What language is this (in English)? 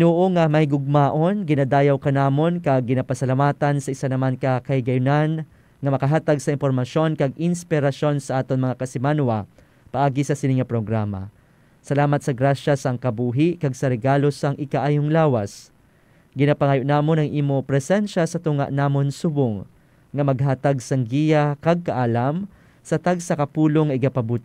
Hiligaynon